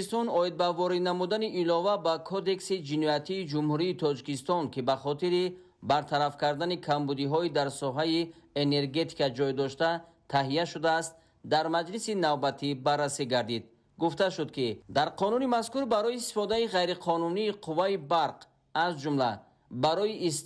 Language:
Tajik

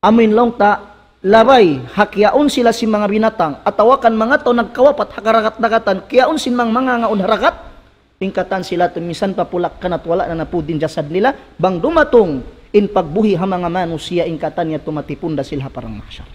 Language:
Tausug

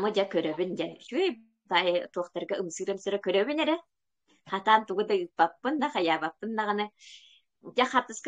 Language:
Yakut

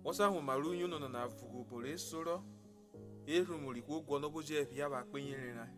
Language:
Urhobo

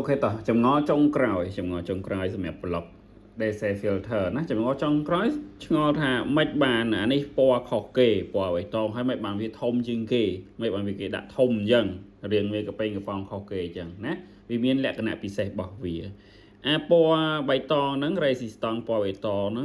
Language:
Khmer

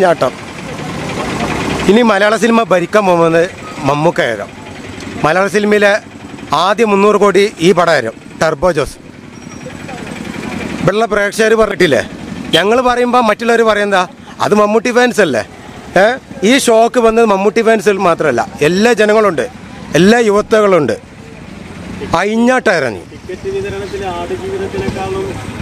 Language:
Malayalam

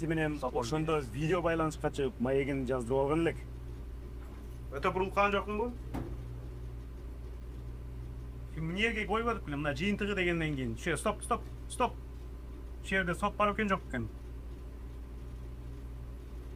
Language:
Kyrgyz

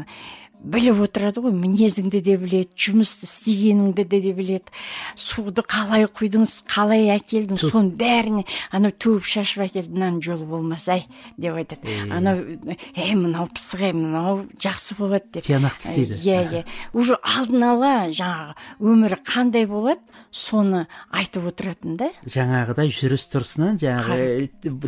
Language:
Kazakh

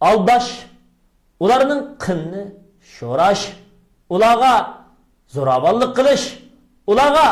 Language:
Uyghur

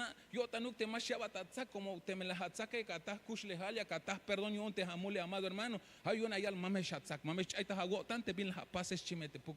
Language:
Tzeltal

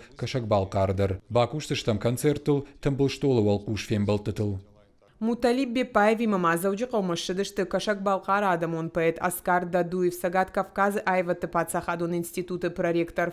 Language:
Ossetic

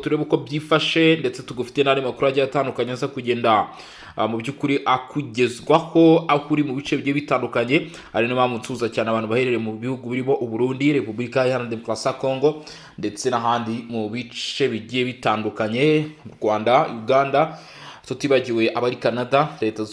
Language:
Kinyarwanda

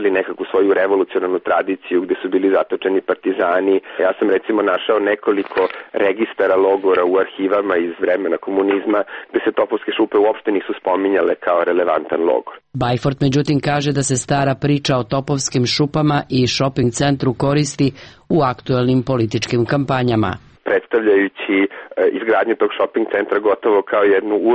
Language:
Serbian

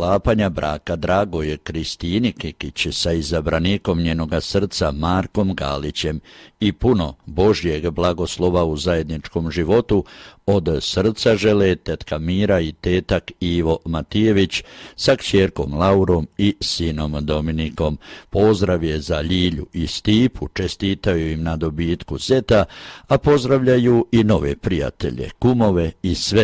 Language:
Croatian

